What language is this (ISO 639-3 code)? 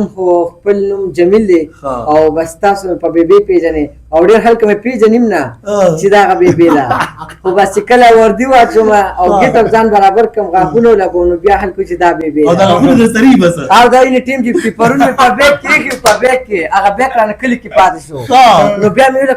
pus